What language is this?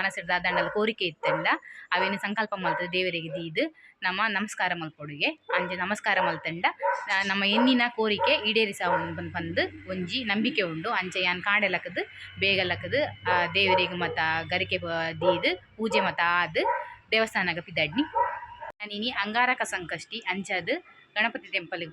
Tulu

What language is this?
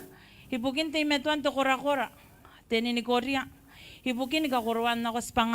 Gilbertese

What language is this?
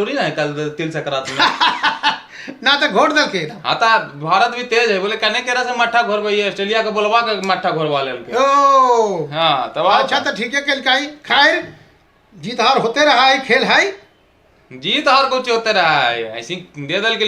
Magahi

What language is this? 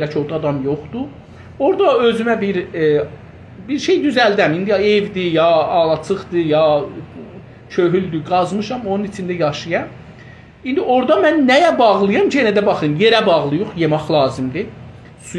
South Azerbaijani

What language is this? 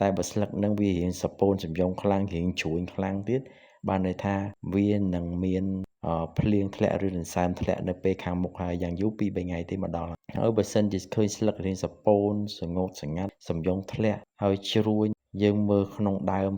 Khmer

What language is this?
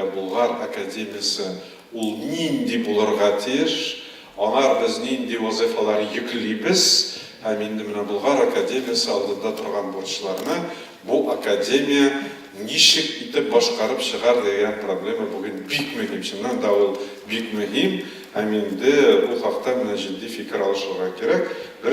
Tatar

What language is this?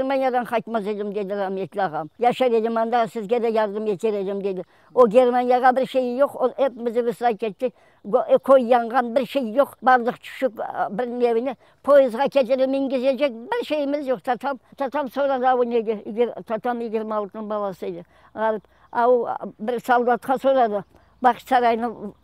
Crimean Tatar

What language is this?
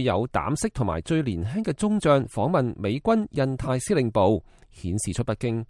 Cantonese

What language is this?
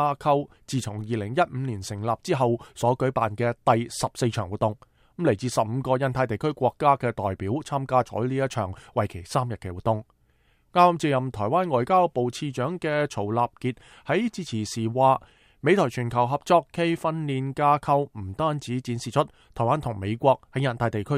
Cantonese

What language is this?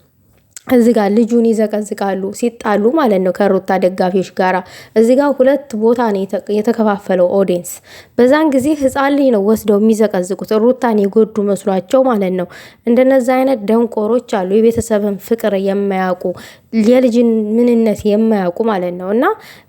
Amharic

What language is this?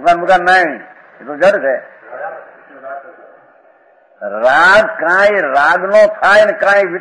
Gujarati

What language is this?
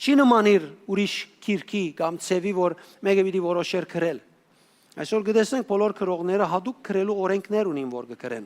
Western Armenian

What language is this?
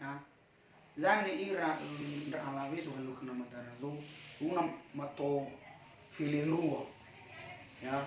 Nias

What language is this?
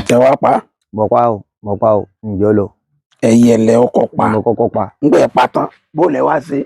Yoruba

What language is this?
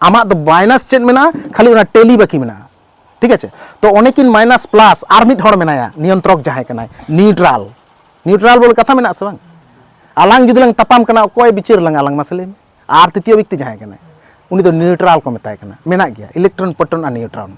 Santali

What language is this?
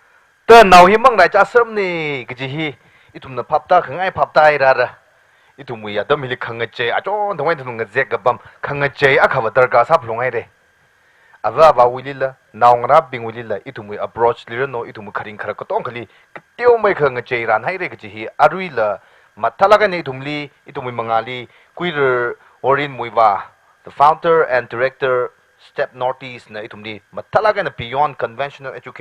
Tangkhul Naga (India)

